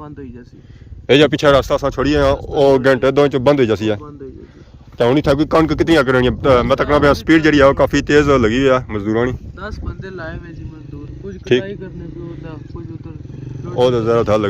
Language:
Pahari-Potwari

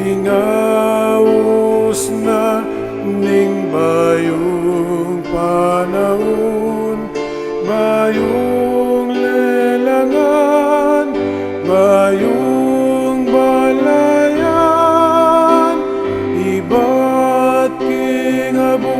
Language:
Pampanga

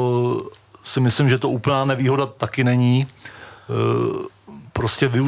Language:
Czech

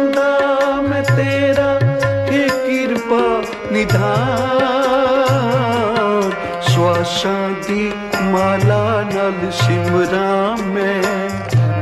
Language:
Punjabi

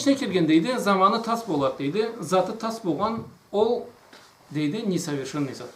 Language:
Karachay-Balkar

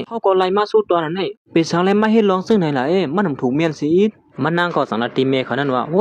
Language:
Shan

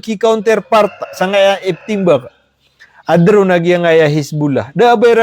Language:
Maranao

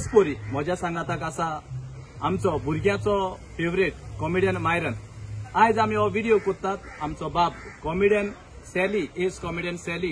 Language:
Konkani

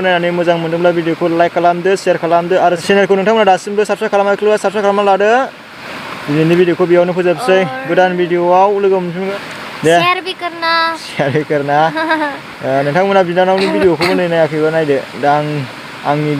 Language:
Bodo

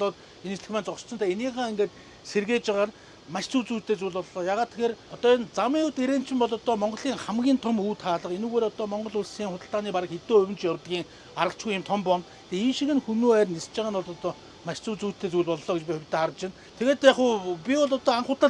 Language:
Mongolian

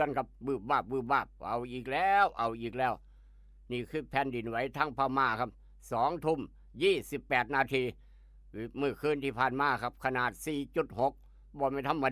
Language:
Northeastern Thai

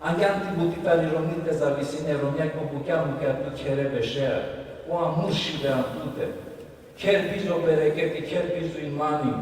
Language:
Balkan Romani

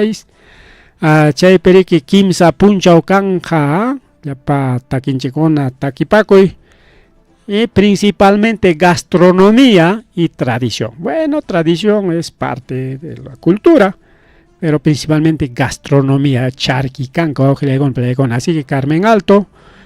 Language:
Ayacucho Quechua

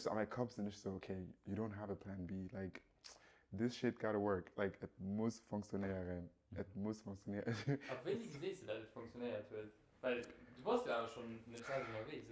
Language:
Luxembourgish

